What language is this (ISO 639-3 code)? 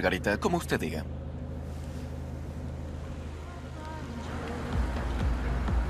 spa